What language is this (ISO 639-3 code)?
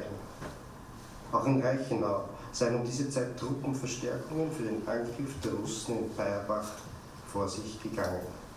deu